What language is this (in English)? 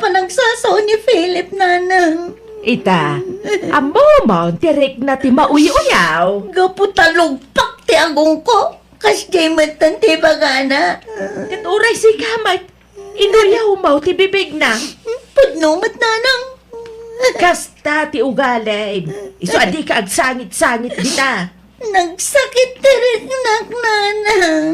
Iloko